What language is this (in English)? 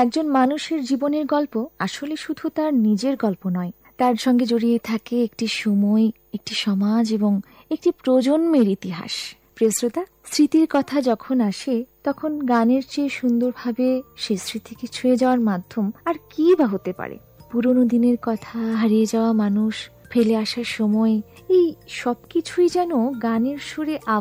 Bangla